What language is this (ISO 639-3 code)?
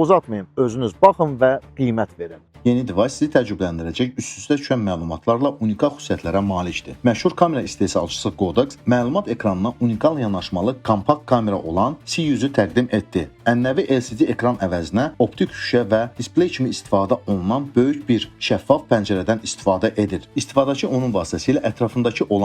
aze